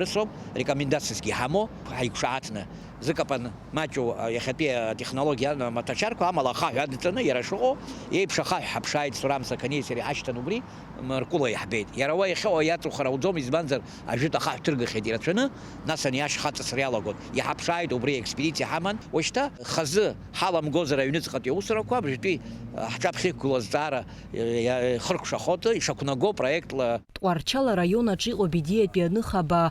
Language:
Abkhazian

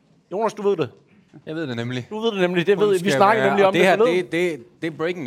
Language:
Danish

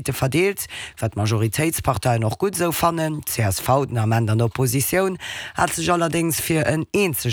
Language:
Luxembourgish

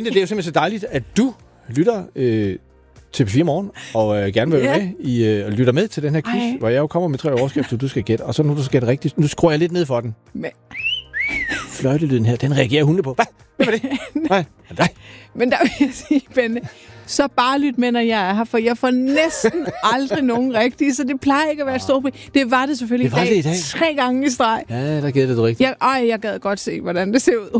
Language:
Danish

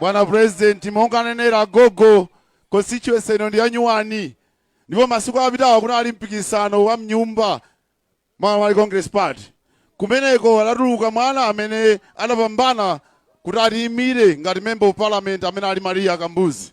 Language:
Nyanja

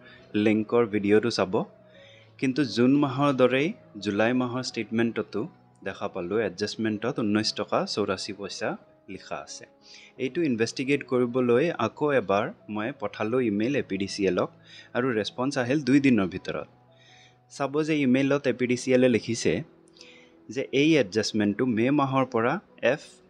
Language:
Assamese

